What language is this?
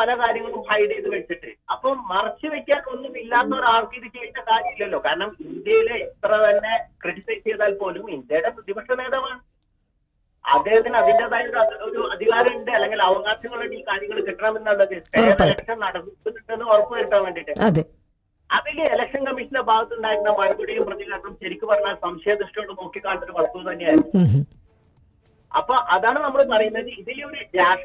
Malayalam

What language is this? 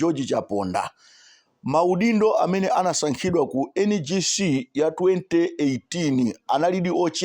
Nyanja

